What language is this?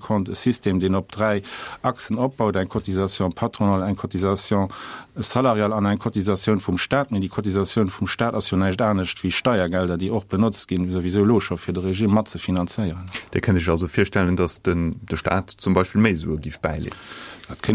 Luxembourgish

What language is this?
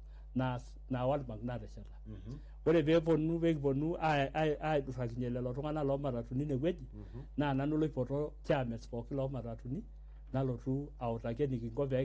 Masai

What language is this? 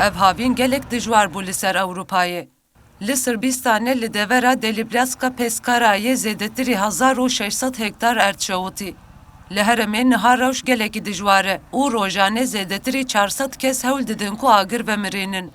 Kurdish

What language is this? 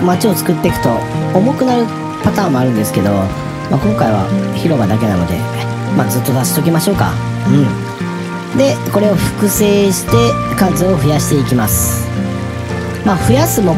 Japanese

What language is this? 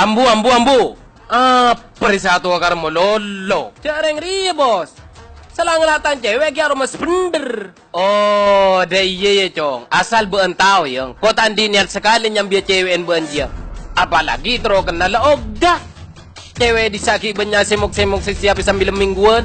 Madurese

